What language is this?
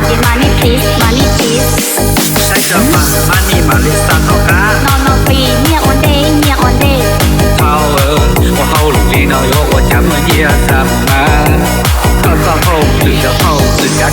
Hmong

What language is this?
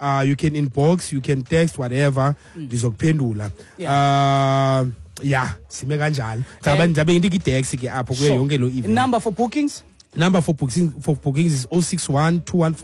Xhosa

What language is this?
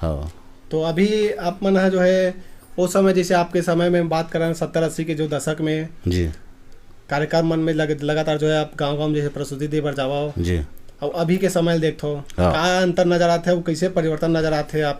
Chhattisgarhi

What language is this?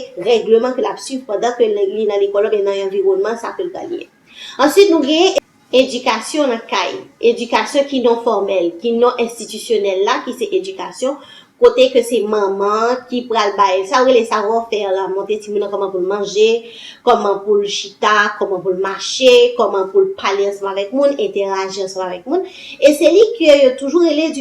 Haitian Creole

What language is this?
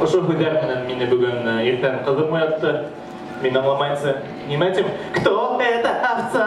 Bashkir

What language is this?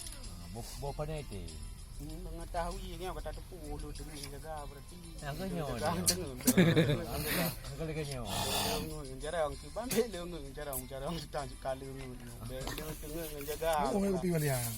Achinese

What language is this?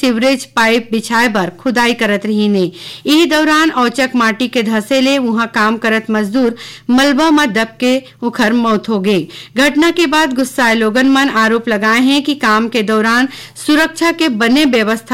Chhattisgarhi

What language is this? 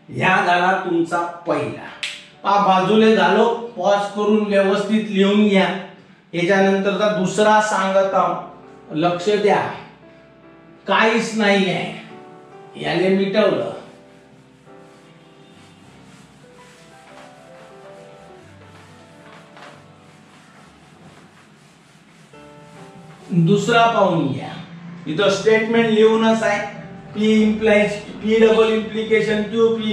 Marathi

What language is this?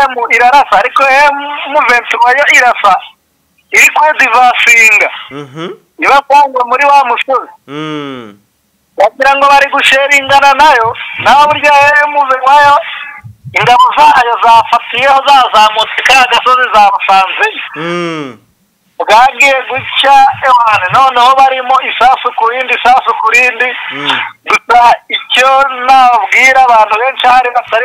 Kinyarwanda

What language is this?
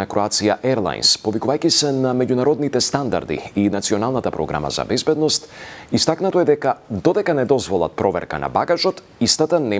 Macedonian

